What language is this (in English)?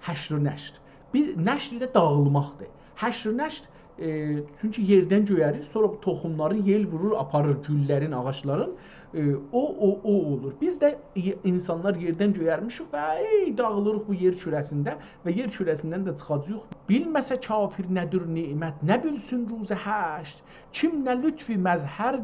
South Azerbaijani